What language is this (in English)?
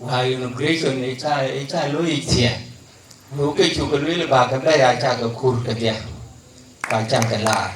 Dinka